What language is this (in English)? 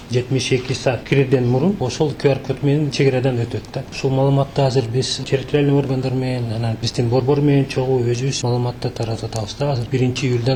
Kyrgyz